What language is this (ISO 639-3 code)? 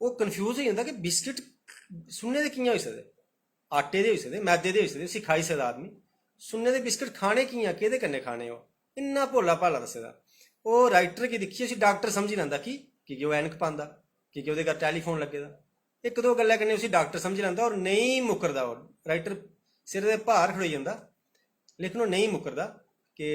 doi